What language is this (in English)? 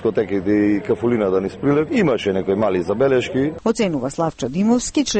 Macedonian